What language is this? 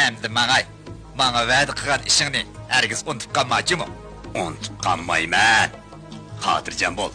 Uyghur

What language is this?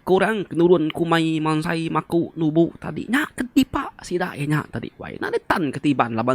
Iban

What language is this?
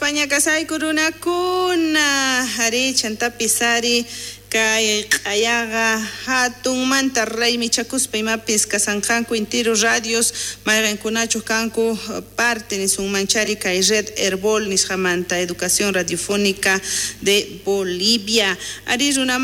South Bolivian Quechua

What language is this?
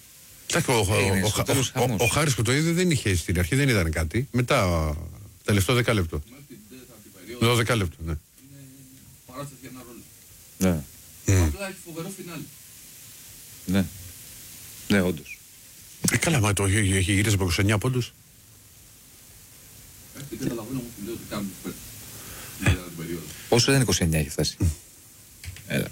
Greek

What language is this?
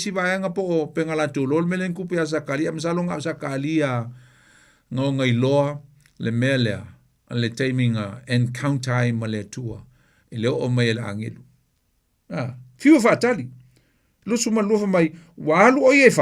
Samoan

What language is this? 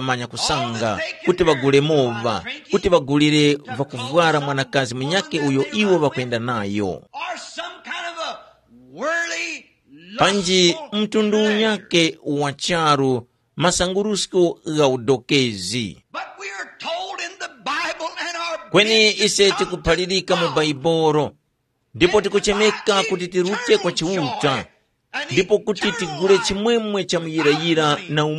Tumbuka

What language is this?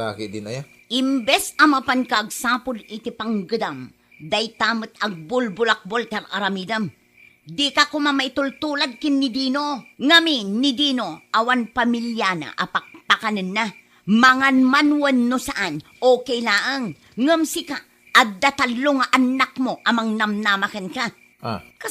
Iloko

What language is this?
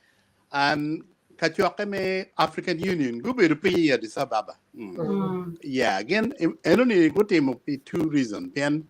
Acoli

